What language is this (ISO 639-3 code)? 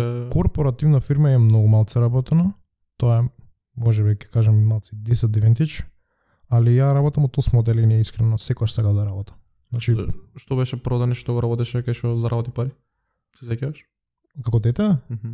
mkd